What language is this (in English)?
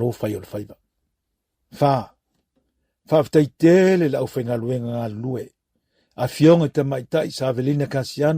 Samoan